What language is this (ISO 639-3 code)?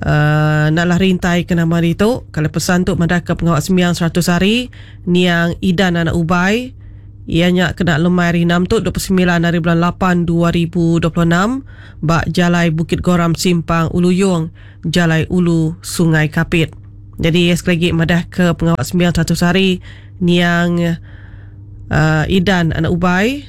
iba